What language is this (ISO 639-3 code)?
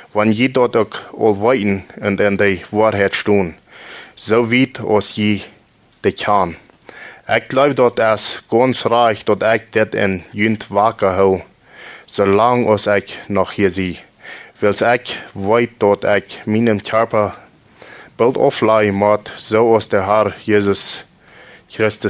pdt